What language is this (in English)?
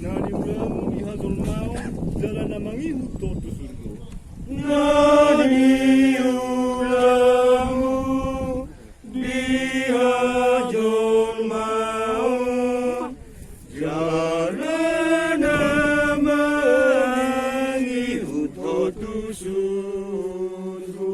Batak Toba